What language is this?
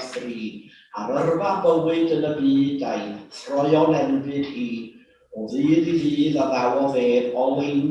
Welsh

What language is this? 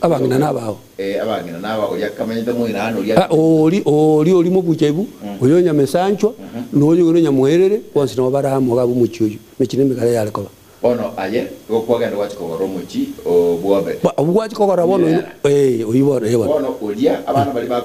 Gusii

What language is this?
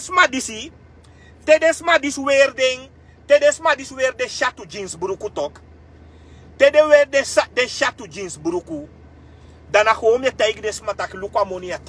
Sranan Tongo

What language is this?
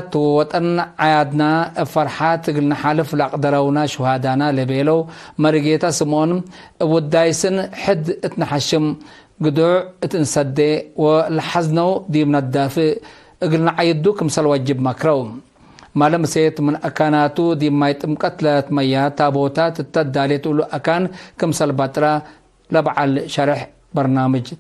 Tigre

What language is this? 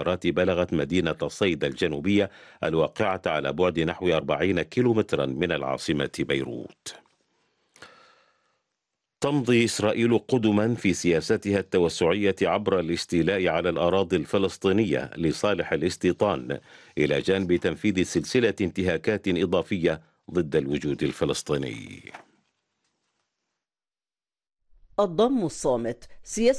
Arabic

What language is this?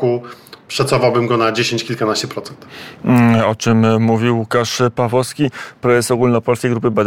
Polish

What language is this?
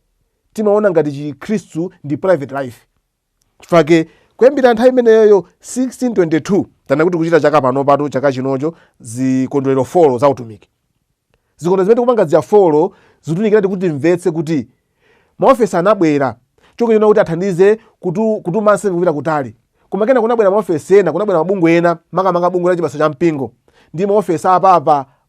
Nyanja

